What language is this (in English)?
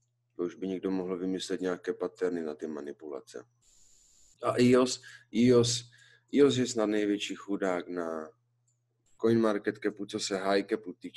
Czech